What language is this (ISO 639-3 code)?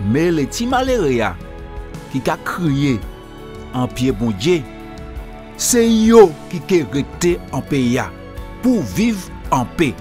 gcf